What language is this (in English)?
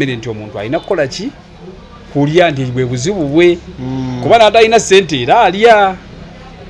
Ganda